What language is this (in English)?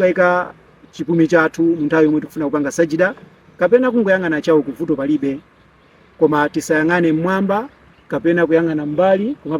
Nyanja